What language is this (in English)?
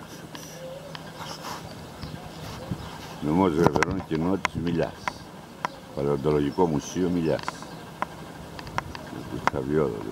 Greek